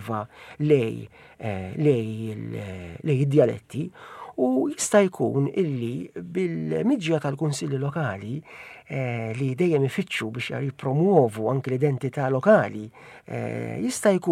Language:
Maltese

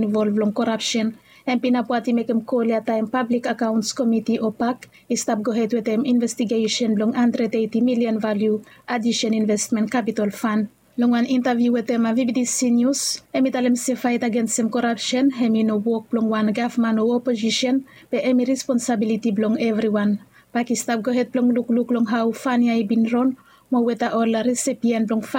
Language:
Bislama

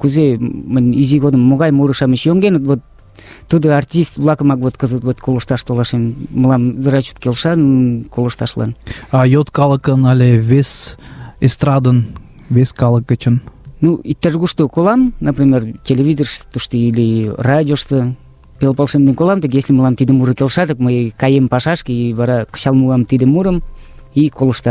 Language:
Mari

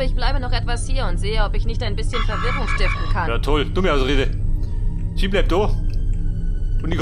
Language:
Bavarian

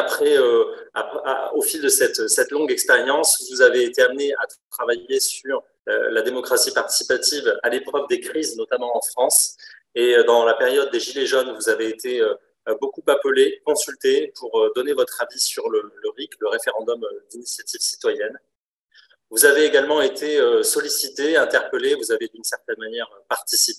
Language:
French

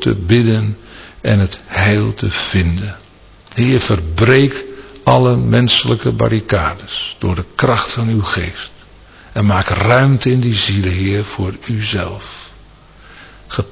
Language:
Dutch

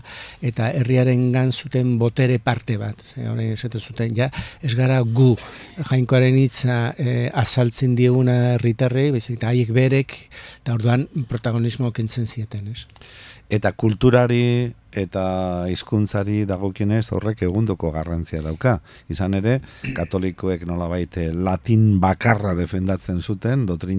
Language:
Basque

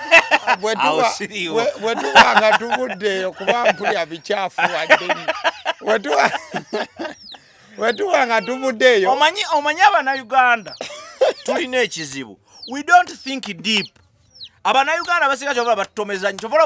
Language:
Ganda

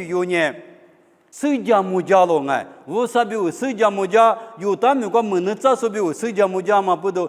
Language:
Lisu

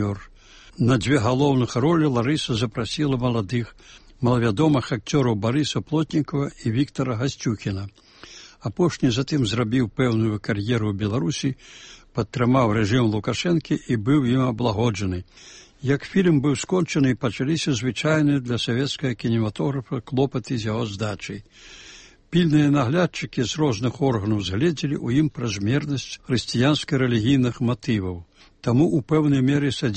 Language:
Belarusian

